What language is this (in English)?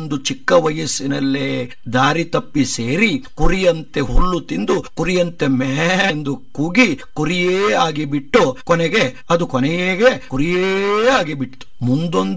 Kannada